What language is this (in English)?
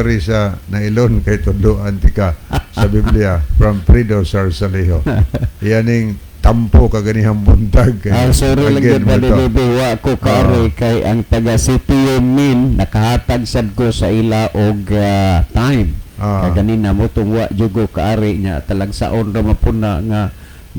Cebuano